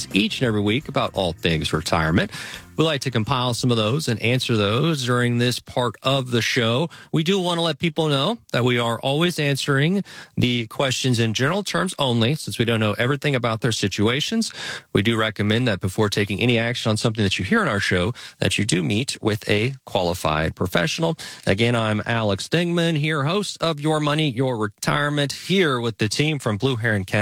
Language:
English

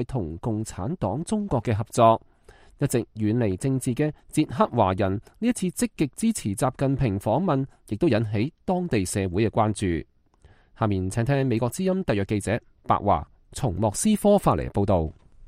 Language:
Cantonese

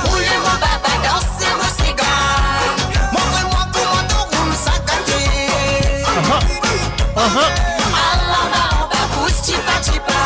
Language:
Morisyen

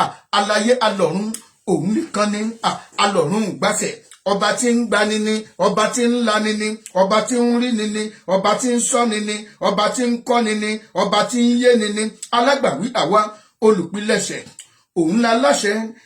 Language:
Yoruba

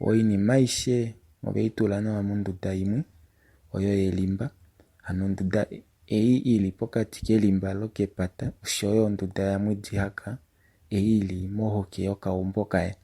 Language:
Kuanyama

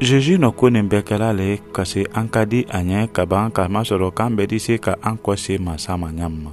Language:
Mandingo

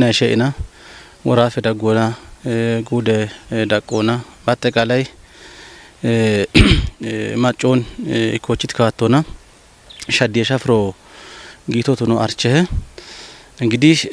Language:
Kafa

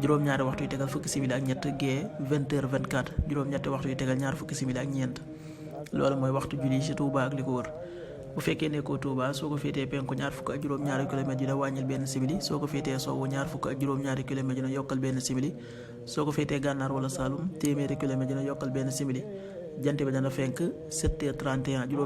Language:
Wolof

